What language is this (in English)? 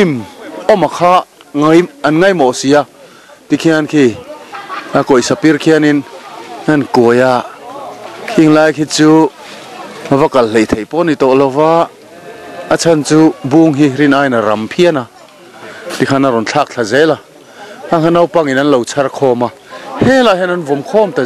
Mizo